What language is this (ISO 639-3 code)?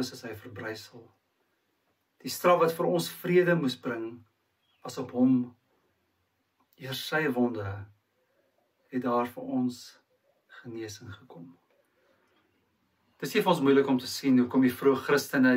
afr